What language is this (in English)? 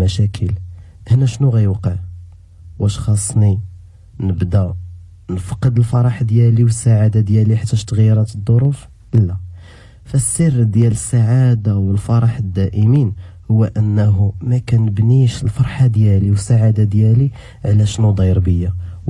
Moroccan Arabic